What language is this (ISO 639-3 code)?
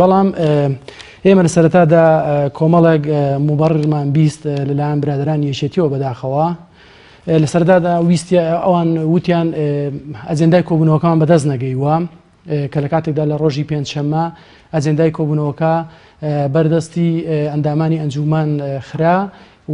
ckb